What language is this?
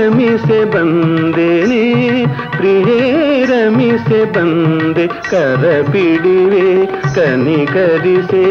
Kannada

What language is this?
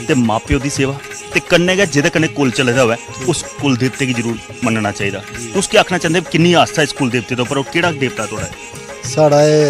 Dogri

